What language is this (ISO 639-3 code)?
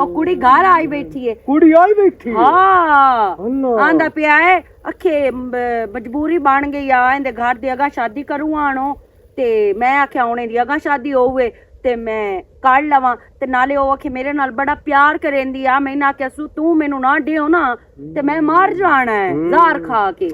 lah